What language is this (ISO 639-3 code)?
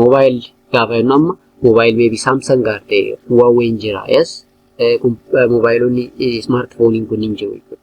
orm